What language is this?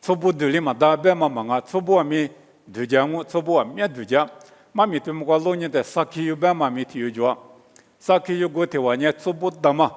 Lisu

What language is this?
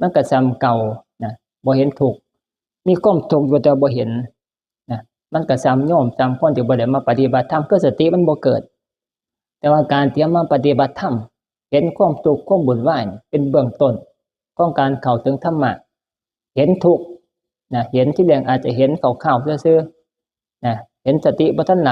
Northeastern Thai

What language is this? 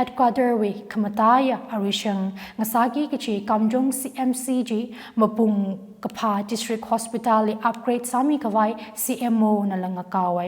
Tangkhul Naga (India)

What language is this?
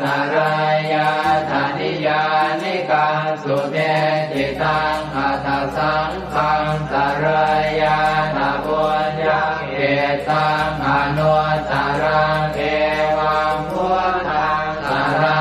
Pali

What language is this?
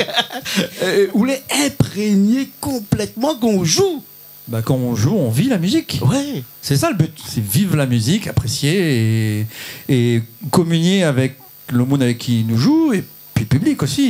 Réunion Creole French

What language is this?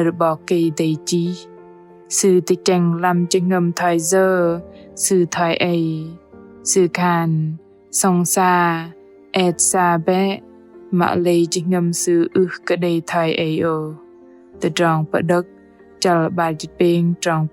Bahnar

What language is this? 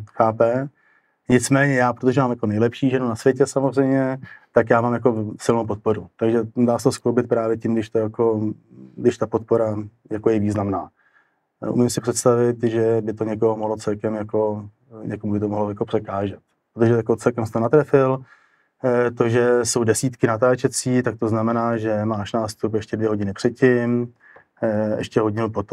Czech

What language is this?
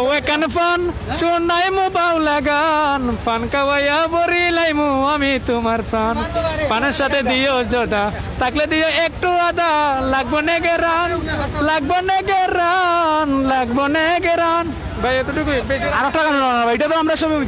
Sylheti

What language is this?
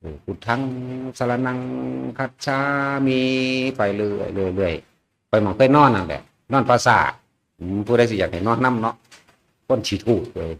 Northeastern Thai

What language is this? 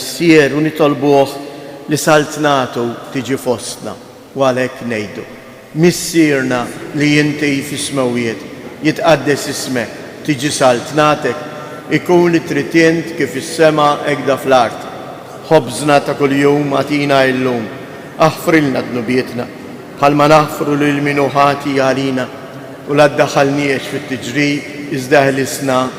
Maltese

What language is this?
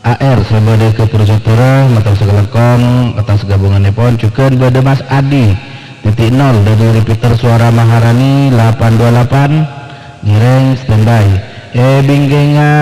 Madurese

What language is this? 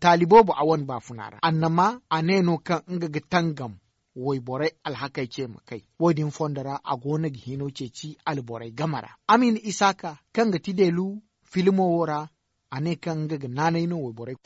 Zarma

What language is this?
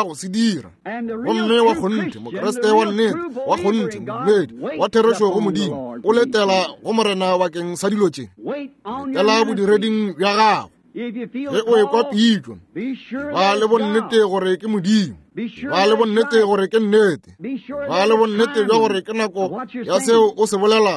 Northern Sotho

